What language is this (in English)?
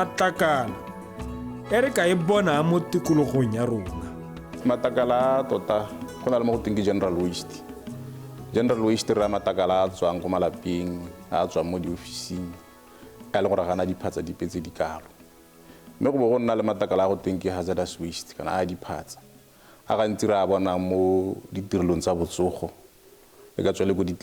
Tswana